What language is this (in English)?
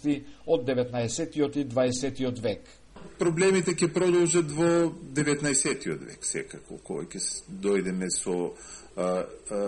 Macedonian